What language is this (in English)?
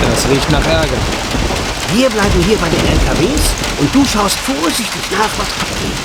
Bavarian